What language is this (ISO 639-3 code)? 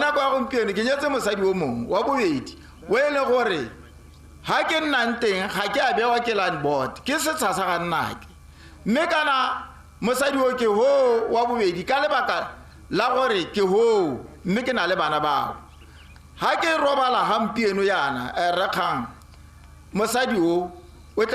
tsn